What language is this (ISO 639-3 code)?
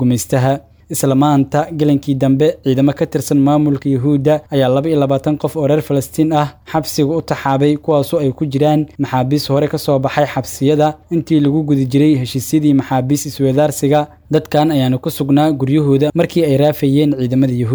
som